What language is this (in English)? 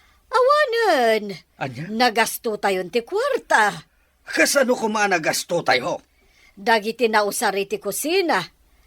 Iloko